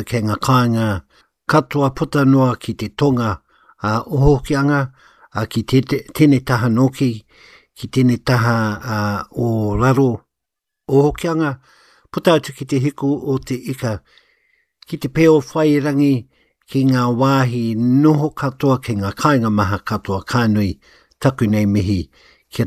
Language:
Māori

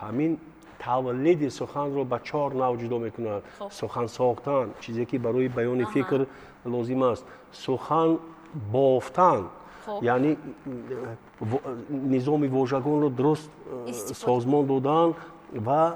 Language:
Tajik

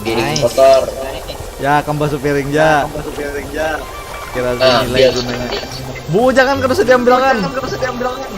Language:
Banjar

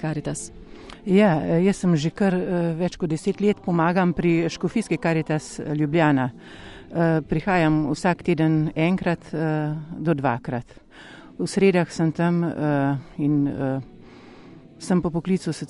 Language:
Slovenian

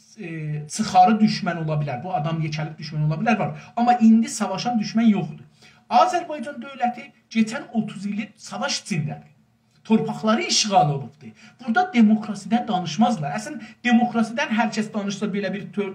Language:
South Azerbaijani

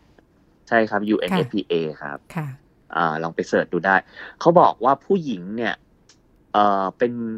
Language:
Thai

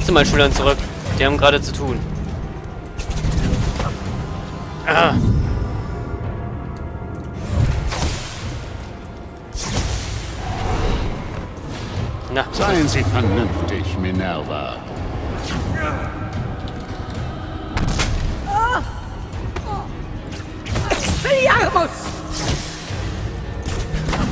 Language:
German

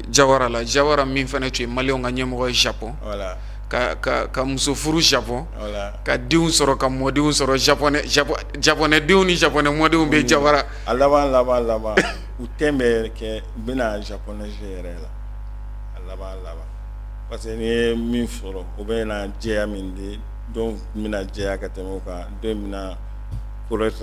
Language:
Bambara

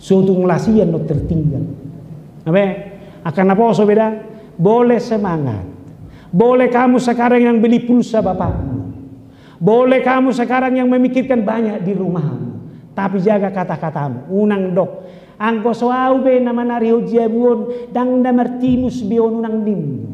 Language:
Batak Toba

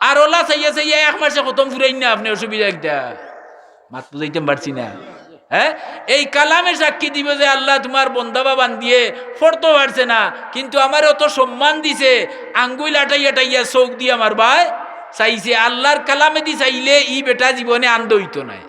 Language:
Sylheti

